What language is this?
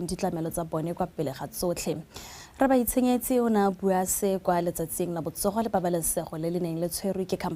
Tswana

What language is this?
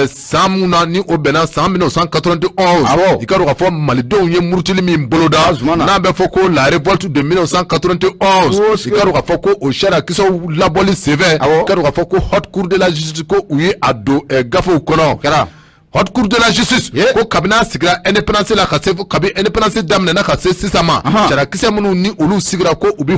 Bambara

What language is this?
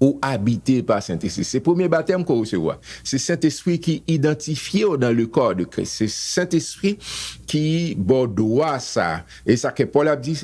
Haitian Creole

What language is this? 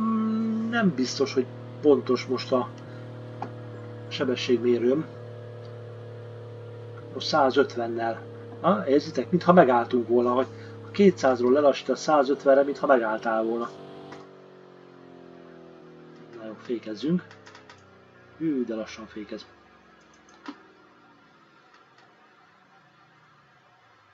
Hungarian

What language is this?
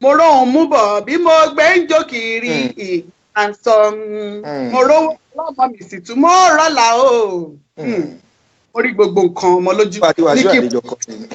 Yoruba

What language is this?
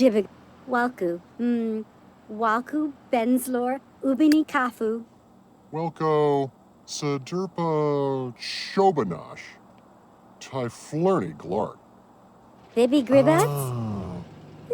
Bavarian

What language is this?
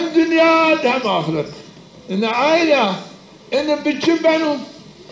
Zaza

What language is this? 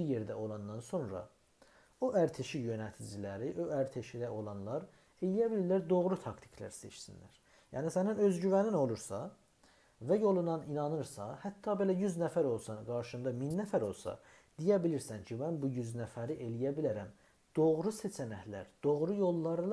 South Azerbaijani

